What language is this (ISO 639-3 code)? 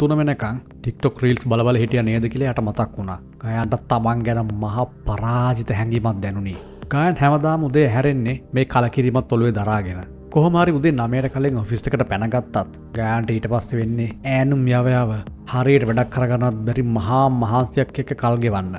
sin